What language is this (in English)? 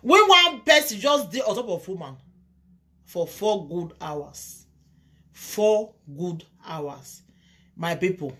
Nigerian Pidgin